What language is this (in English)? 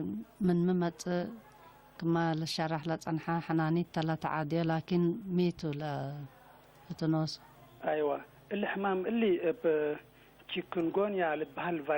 Tigre